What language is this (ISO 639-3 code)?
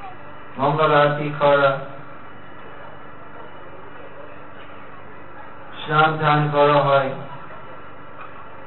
ben